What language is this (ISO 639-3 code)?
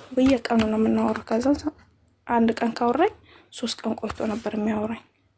amh